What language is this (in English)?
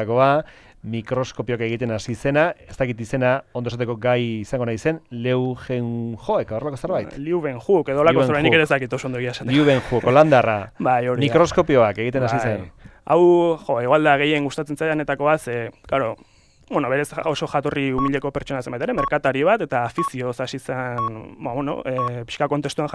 Basque